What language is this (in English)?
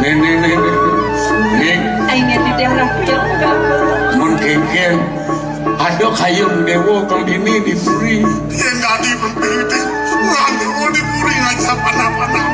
Balinese